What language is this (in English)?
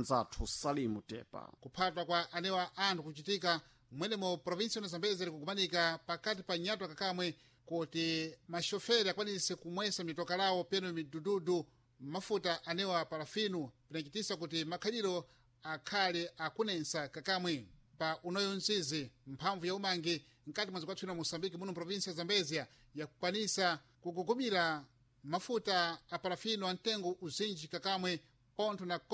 Sena